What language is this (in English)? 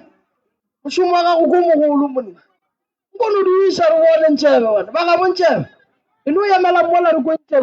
Northern Sotho